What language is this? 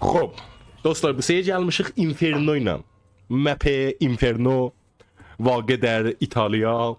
South Azerbaijani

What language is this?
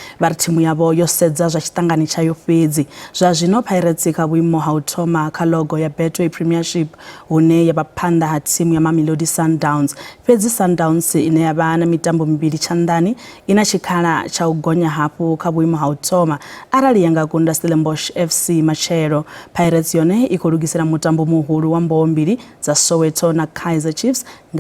Venda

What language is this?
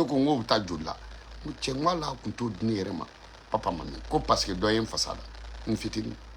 Bambara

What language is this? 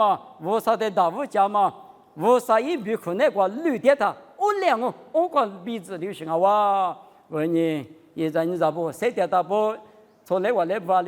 Lisu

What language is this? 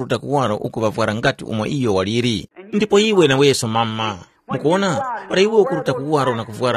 Tumbuka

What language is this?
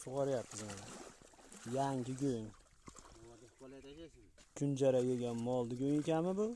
Uzbek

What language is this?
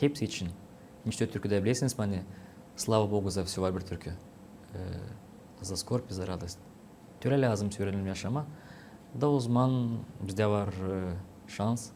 Gagauz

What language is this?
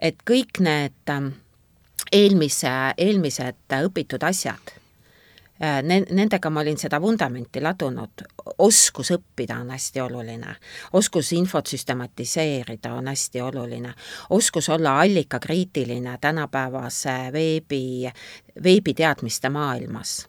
Estonian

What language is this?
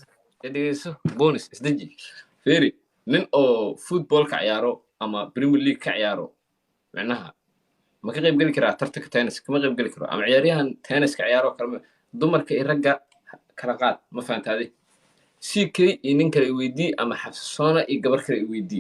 Somali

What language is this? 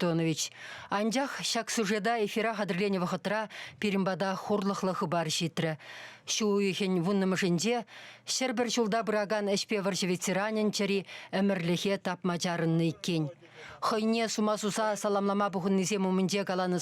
Chuvash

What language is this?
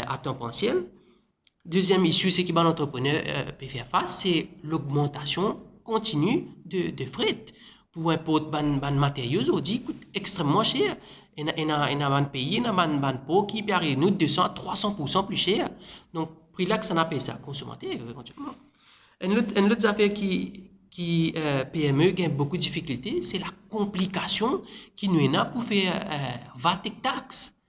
Morisyen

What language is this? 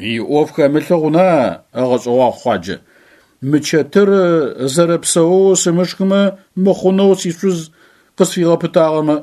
Adyghe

